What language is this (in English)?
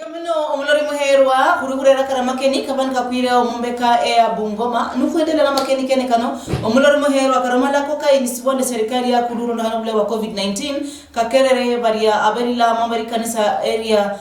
Luyia